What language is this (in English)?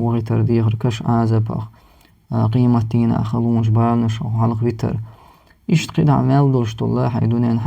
Chechen